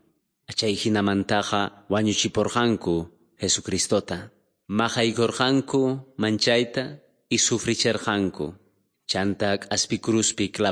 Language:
South Bolivian Quechua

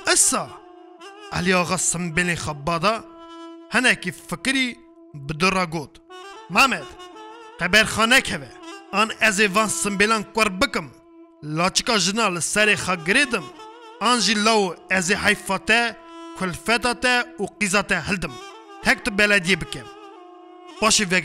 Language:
Kurdish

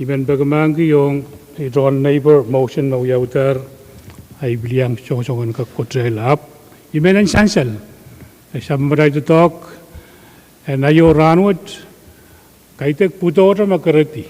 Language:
Pohnpeian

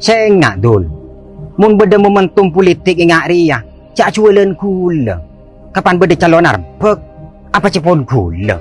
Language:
Madurese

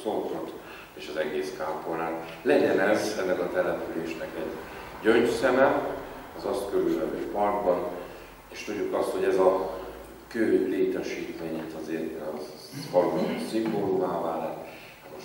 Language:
Hungarian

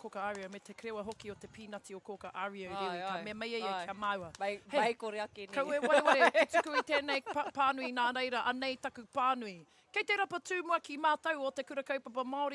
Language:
Māori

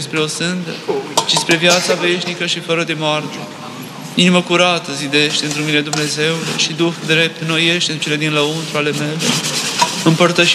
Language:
Romanian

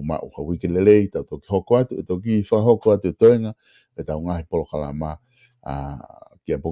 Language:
Tongan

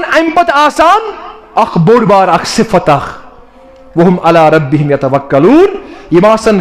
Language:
Kashmiri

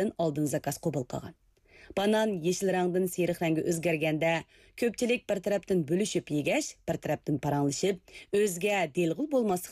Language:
Uyghur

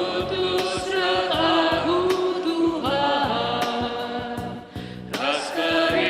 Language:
Batak Karo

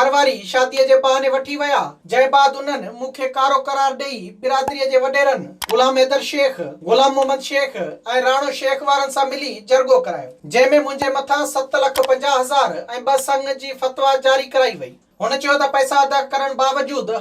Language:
Sindhi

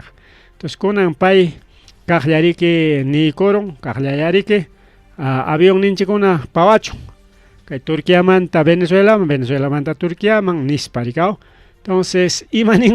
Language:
Ayacucho Quechua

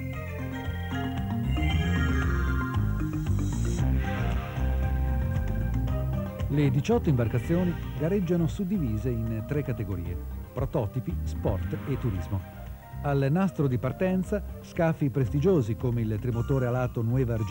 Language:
Italian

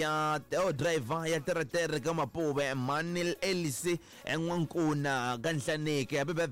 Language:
Tsonga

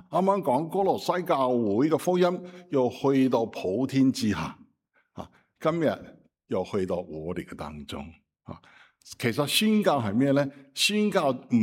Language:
Cantonese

